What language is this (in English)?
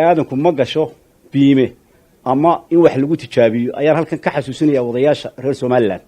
Somali